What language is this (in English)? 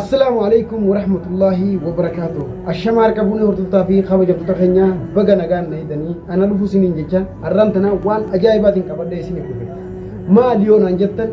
Oromo